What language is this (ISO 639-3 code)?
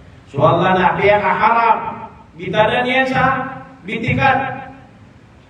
mrw